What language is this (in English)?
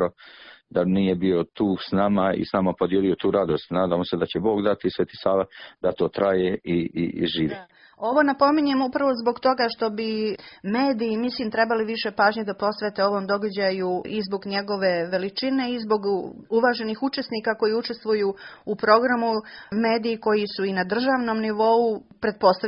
Serbian